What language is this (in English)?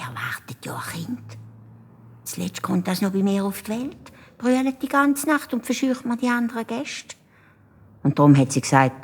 Swiss German